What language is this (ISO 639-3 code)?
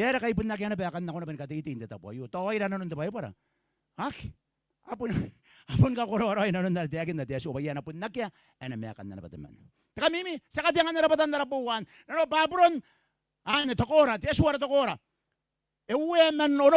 gil